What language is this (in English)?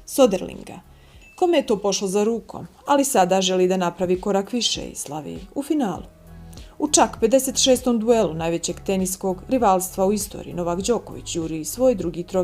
Bosnian